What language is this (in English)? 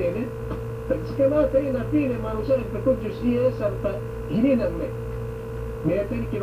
Yakan